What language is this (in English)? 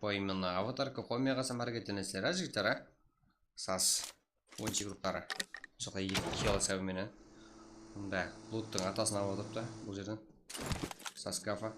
Kara-Kalpak